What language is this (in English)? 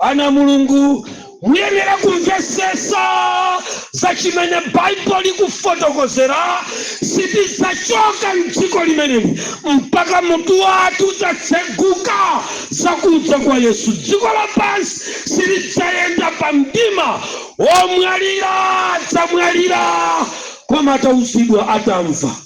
Nyanja